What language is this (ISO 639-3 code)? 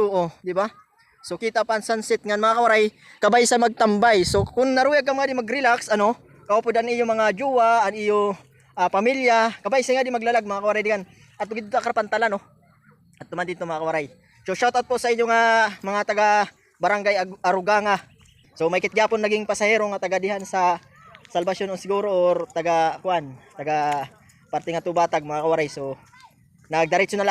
war